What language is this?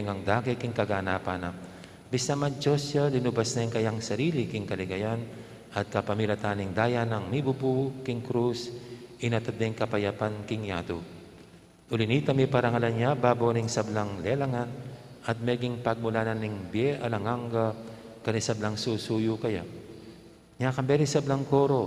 Pampanga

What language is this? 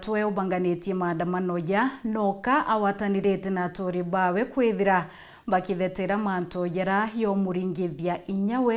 Meru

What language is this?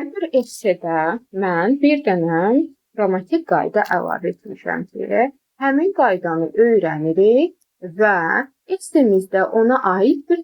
Azerbaijani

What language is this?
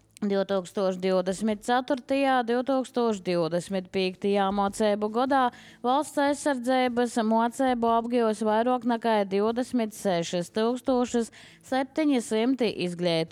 Latvian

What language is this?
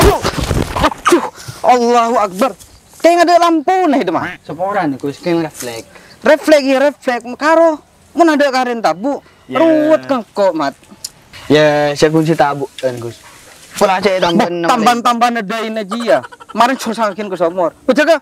Madurese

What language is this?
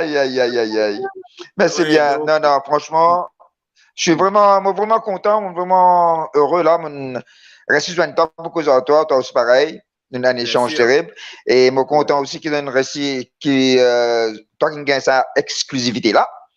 Morisyen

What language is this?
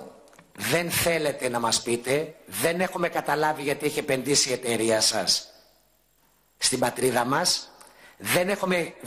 Greek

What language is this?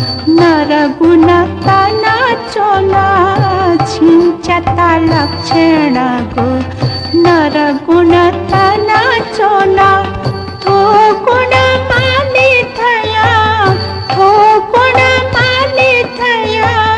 Newari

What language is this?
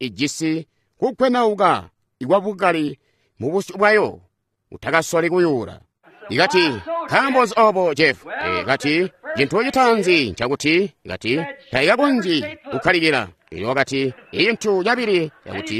Tonga (Zambia)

